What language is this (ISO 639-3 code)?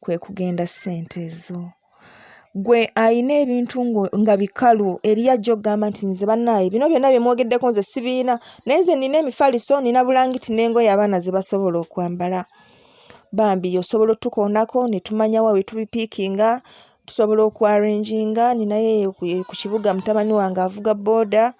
lug